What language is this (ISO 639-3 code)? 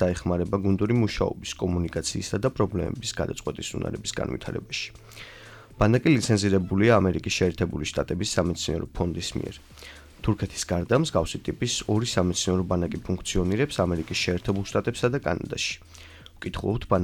kat